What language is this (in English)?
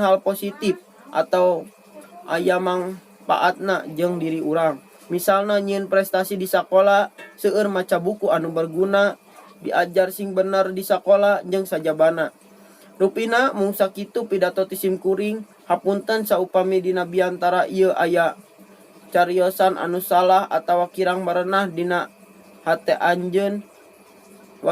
Sundanese